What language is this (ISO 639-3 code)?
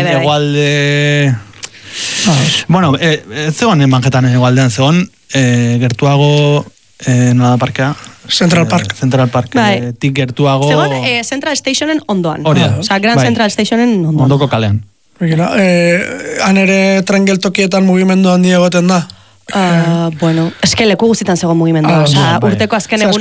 eus